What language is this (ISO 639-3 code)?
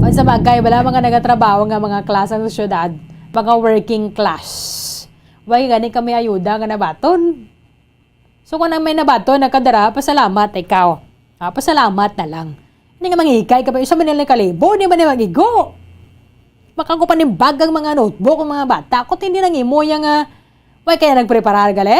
hil